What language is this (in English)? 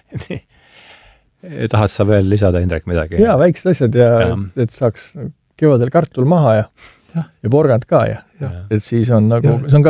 Estonian